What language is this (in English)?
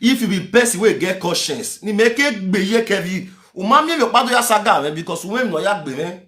Nigerian Pidgin